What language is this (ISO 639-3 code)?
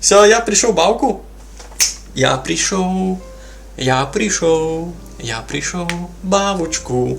rue